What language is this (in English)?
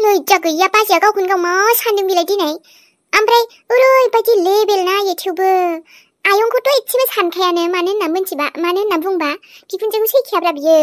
Bodo